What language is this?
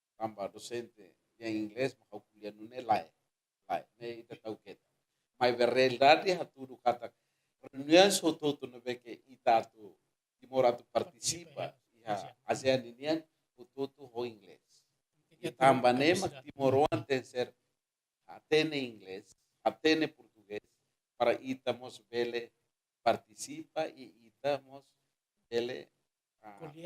Tetum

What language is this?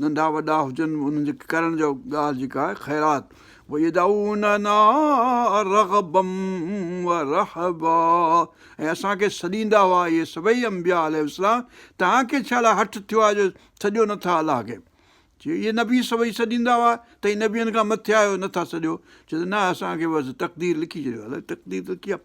Sindhi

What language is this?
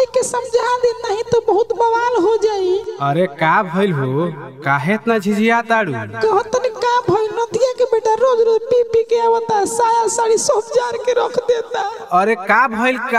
Bhojpuri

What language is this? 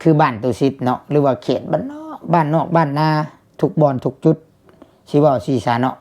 Lao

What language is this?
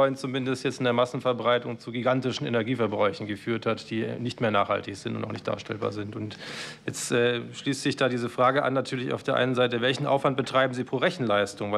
German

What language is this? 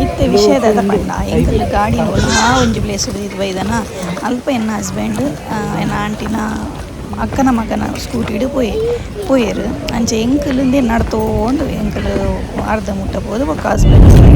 Tulu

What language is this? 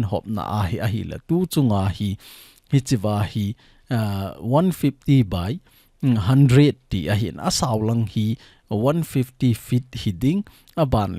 Thado Chin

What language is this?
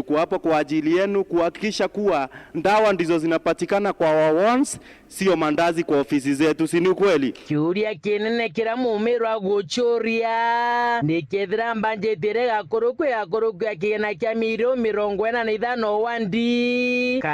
Meru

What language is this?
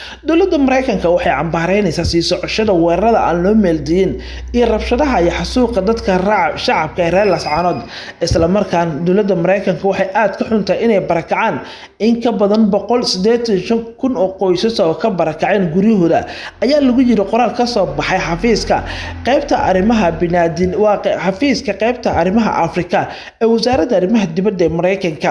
Somali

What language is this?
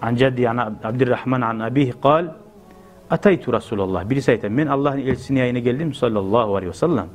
Kumyk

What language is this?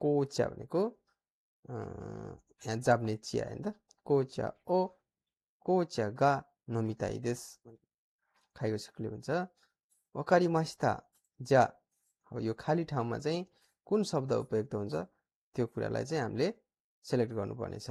Nepali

